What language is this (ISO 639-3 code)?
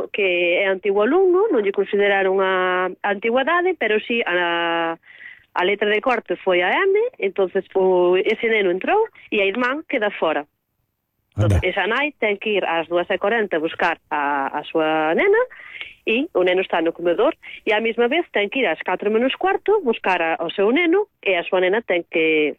glg